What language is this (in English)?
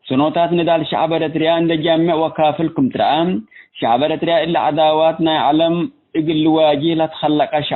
Tigre